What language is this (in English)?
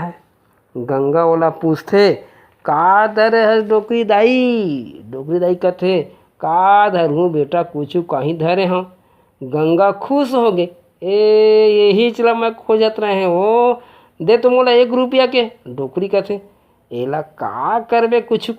Chhattisgarhi